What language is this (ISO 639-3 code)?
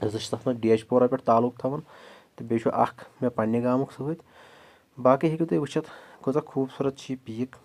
kas